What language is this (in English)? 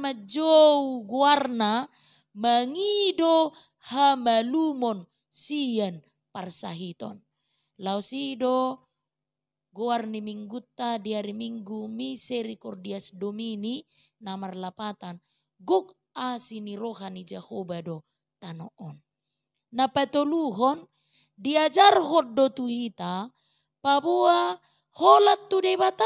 Batak Toba